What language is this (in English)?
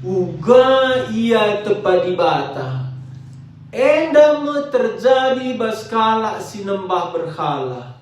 Batak Karo